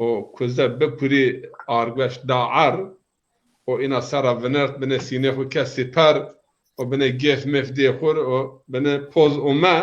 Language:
Zaza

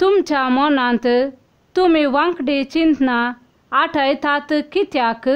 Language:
Konkani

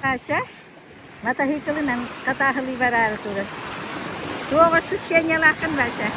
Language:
Yakut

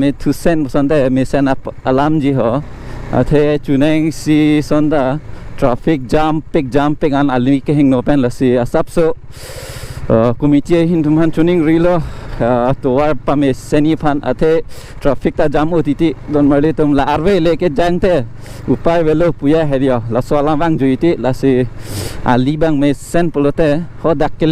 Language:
Karbi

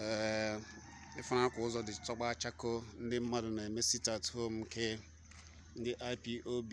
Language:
Igbo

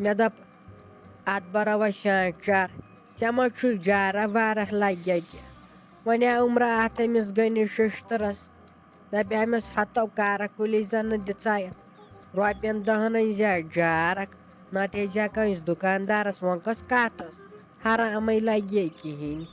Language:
Kashmiri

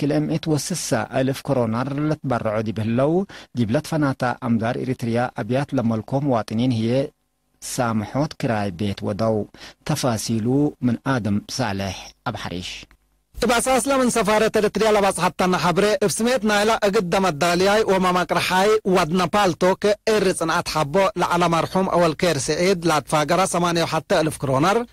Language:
Tigre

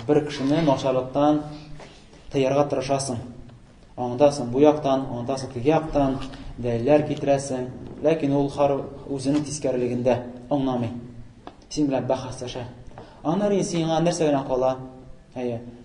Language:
Tatar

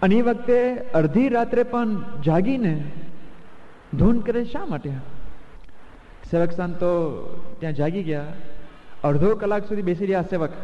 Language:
Gujarati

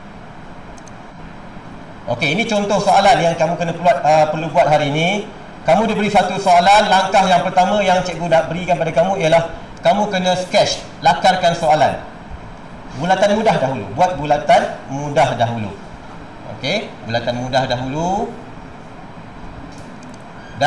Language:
Malay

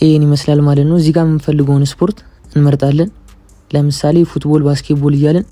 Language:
Amharic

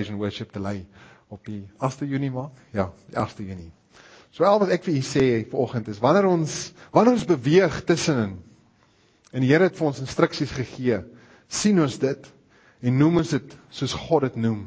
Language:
Afrikaans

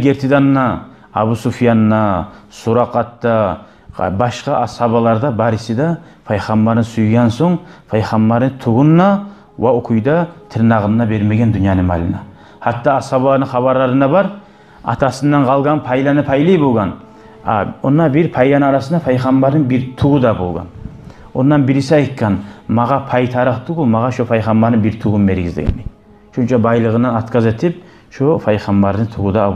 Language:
Kumyk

